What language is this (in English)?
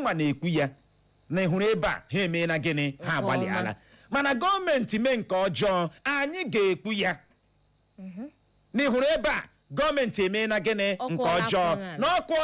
Igbo